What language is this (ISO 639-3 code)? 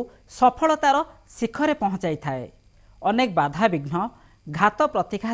ori